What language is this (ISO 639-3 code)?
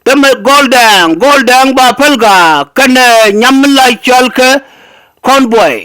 nus